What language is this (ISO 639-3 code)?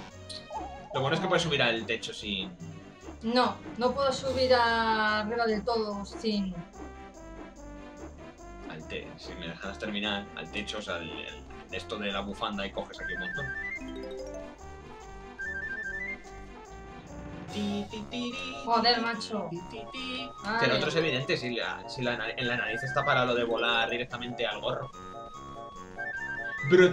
spa